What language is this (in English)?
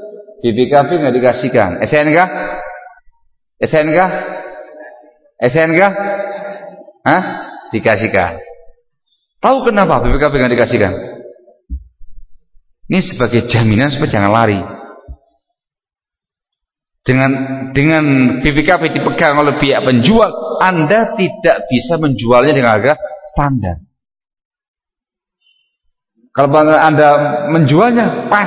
Indonesian